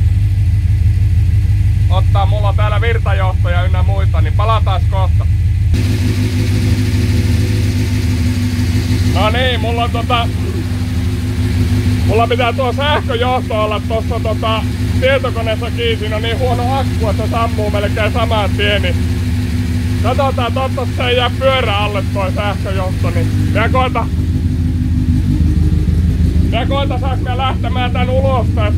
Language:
Finnish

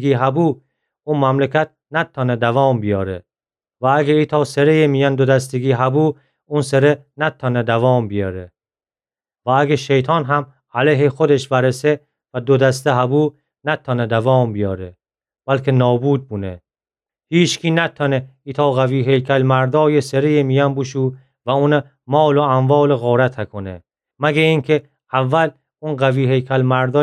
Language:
Gilaki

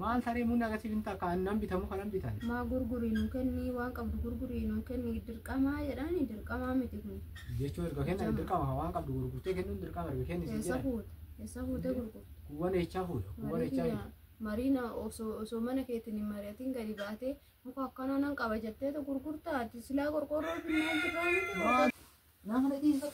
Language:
Oromo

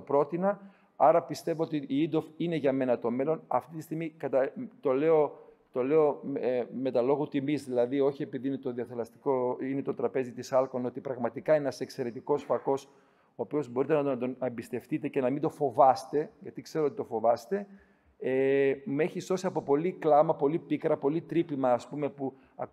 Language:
Greek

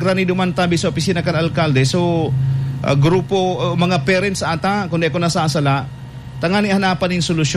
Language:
Bikol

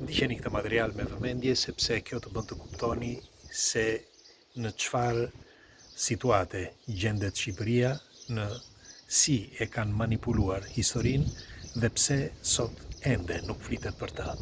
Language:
Albanian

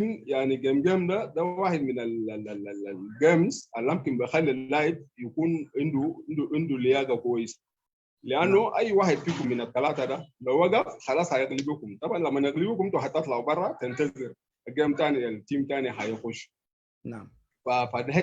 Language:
Sudanese Arabic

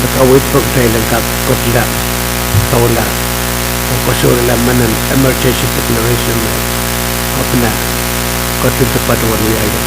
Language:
Pohnpeian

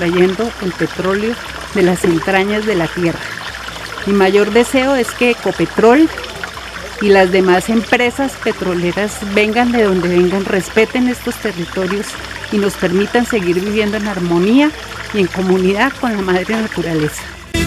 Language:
Spanish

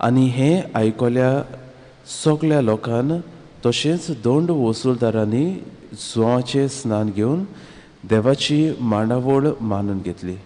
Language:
Konkani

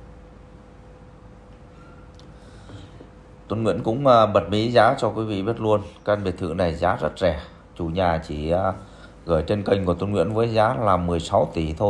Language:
Vietnamese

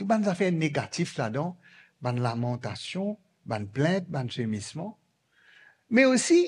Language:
Morisyen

